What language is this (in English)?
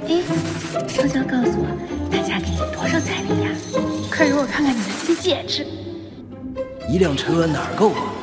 Chinese